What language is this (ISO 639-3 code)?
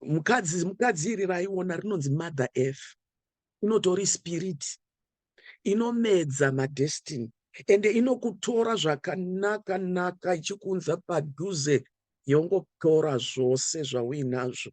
sna